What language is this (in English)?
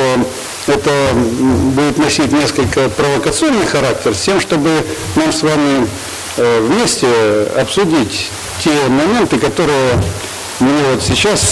Russian